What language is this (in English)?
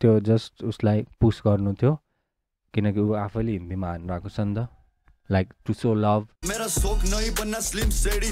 Nepali